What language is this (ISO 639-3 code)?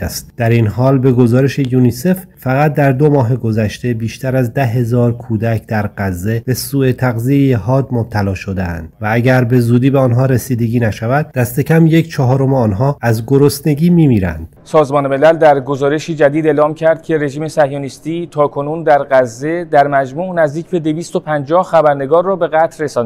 tgk